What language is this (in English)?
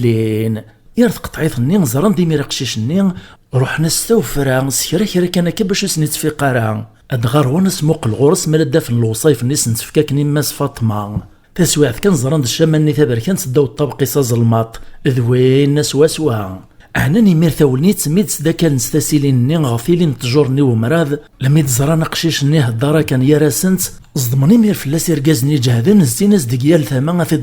Kabyle